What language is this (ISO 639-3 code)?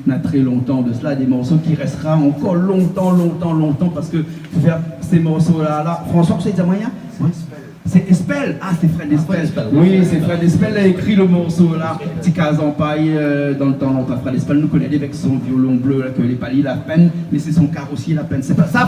rcf